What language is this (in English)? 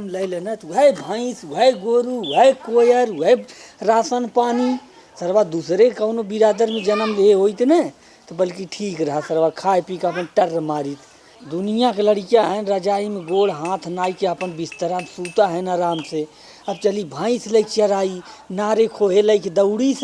Awadhi